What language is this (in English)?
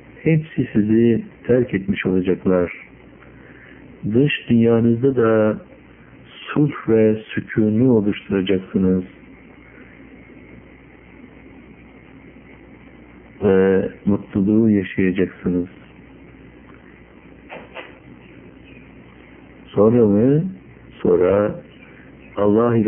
Turkish